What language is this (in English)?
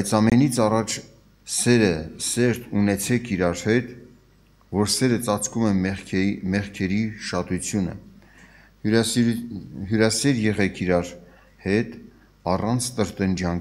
Armenian